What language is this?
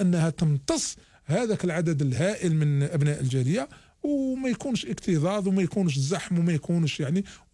Algerian Arabic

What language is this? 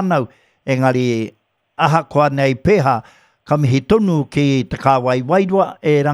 Māori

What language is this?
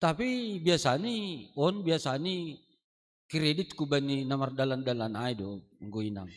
Batak Simalungun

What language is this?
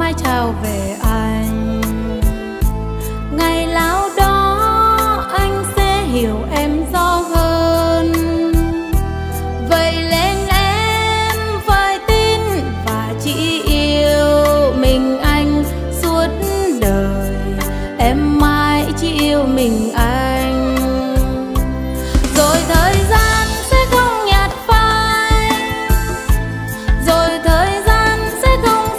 Vietnamese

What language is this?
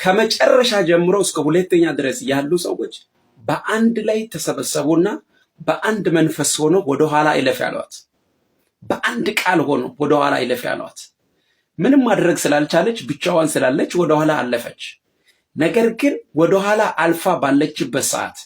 Amharic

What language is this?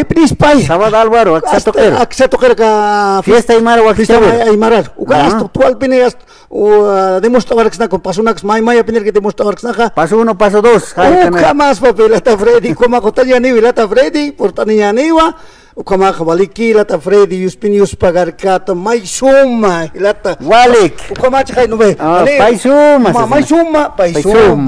Aymara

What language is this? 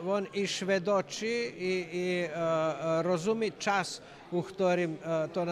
Rusyn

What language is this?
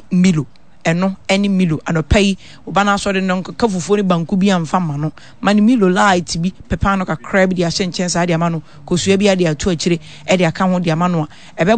Akan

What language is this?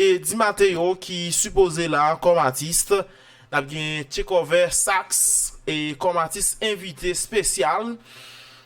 Haitian Creole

